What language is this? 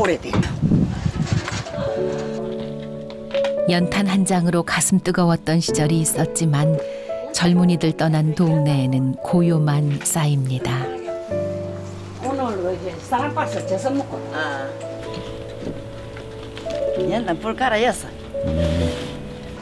Korean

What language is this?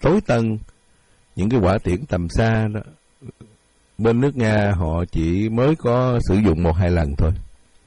Vietnamese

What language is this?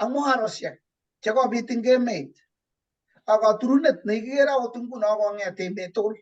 Kalenjin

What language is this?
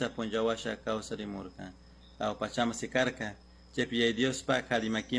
Chimborazo Highland Quichua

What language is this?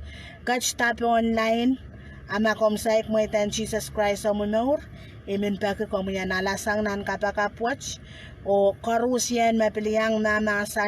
Pohnpeian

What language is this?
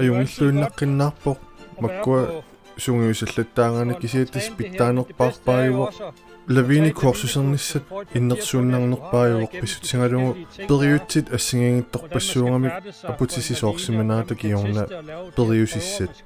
Kalaallisut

